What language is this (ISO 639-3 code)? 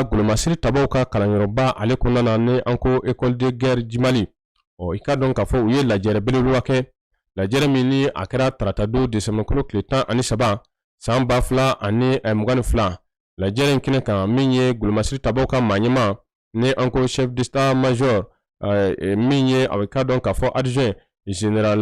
bam